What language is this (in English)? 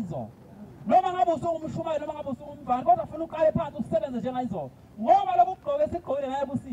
Zulu